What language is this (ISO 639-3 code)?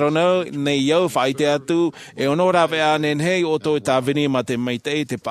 tah